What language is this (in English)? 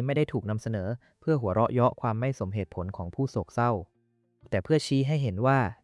Thai